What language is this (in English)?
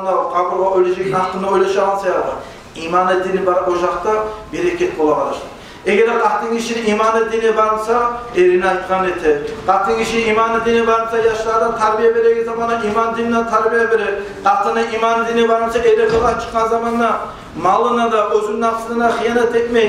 Kumyk